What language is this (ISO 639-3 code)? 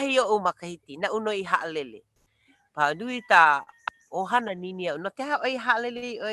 haw